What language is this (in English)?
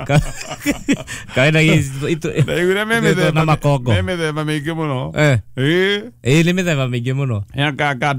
Kikuyu